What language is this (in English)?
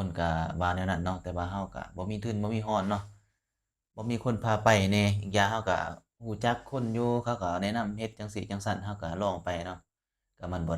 Lao